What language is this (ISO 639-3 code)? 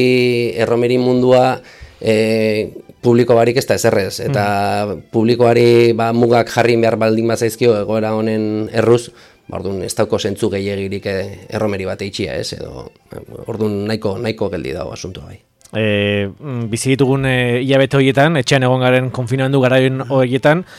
eus